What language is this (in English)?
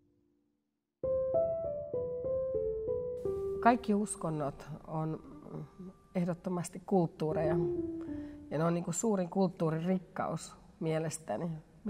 Finnish